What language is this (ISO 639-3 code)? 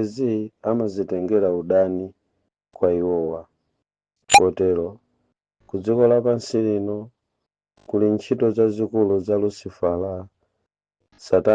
nya